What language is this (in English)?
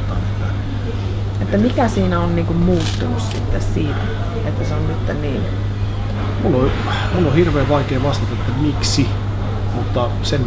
Finnish